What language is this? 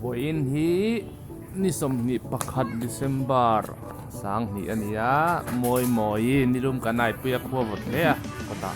Mizo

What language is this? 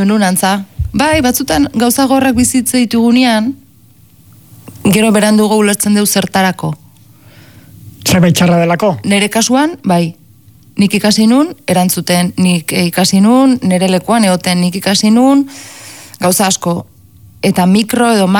Basque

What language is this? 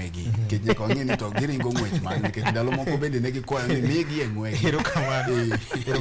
Luo (Kenya and Tanzania)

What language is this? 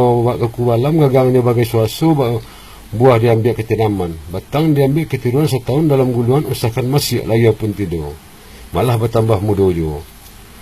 Minangkabau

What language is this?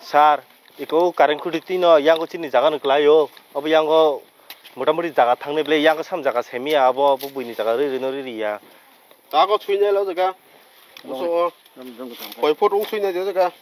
Kok Borok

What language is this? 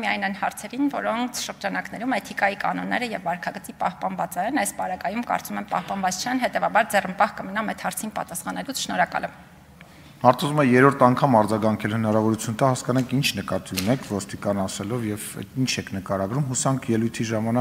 Armenian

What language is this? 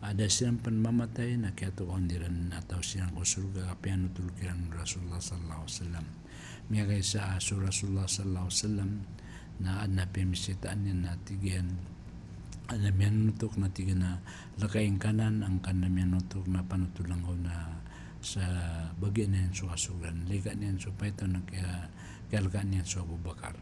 Maranao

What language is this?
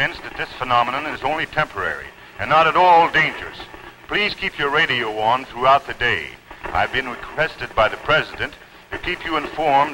English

